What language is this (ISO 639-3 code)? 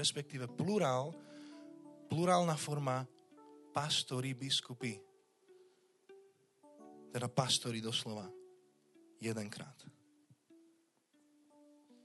slk